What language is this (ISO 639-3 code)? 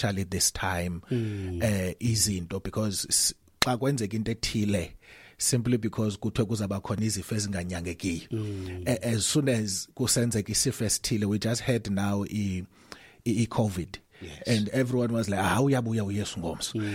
xho